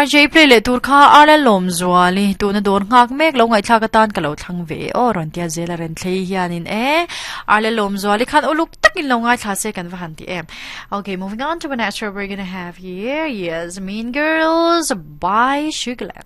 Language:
Mizo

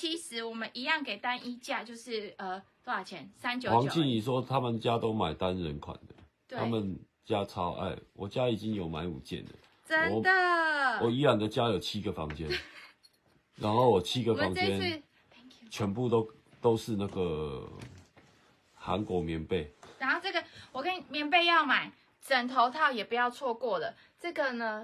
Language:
Chinese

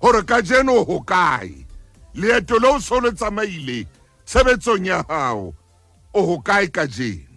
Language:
Southern Sotho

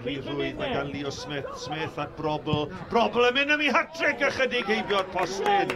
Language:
Welsh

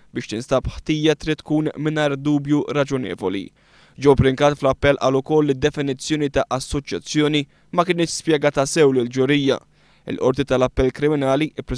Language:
Maltese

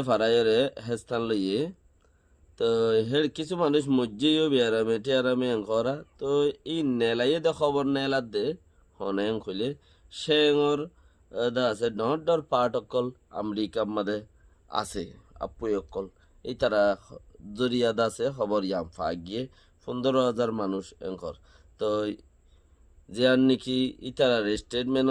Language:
Rohingya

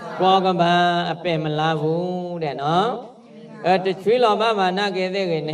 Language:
S'gaw Karen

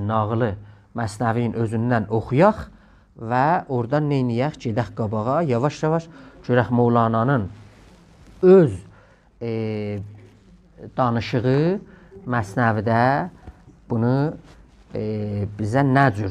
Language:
South Azerbaijani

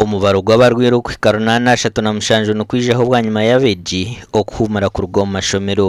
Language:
Nyankole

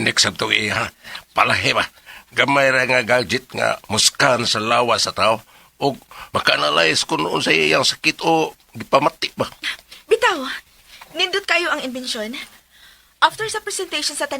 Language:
Cebuano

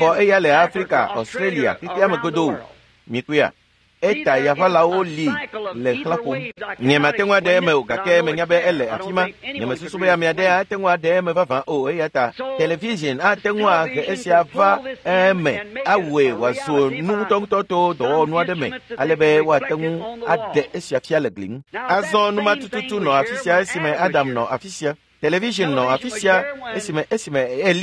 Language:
Ewe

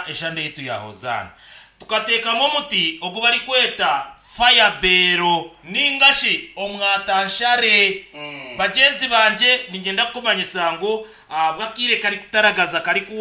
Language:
Nyankole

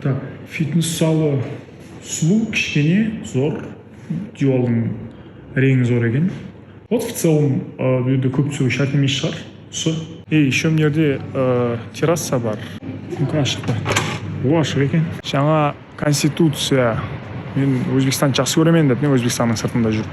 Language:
Kara-Kalpak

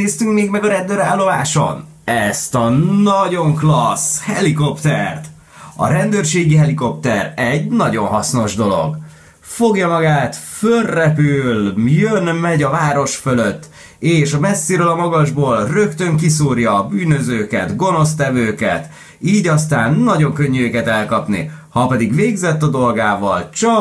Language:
Hungarian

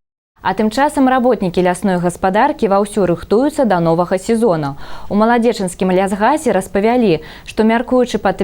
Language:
Belarusian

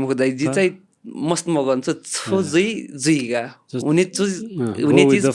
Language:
Newari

